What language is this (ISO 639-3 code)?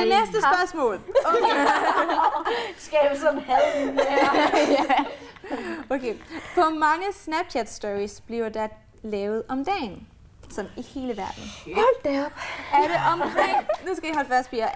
dan